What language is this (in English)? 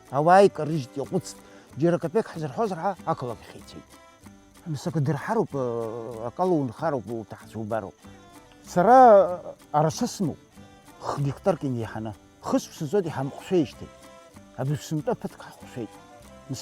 Abkhazian